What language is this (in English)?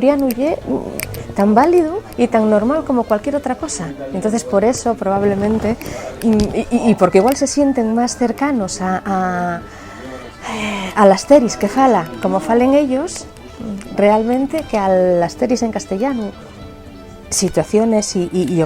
Asturian